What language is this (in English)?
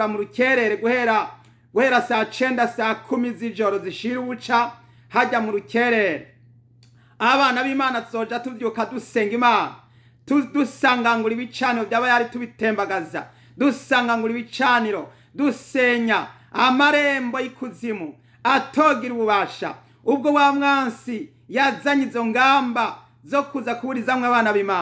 Rundi